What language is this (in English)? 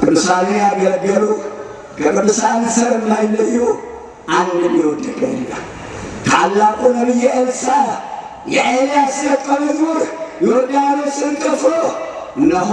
Amharic